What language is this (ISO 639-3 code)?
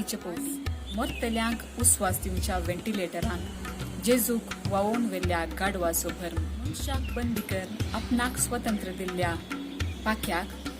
kok